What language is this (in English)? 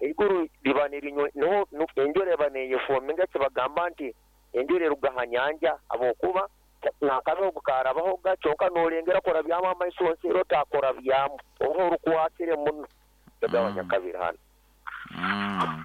Nyoro